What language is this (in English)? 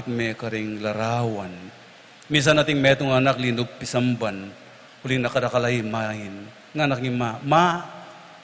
Pampanga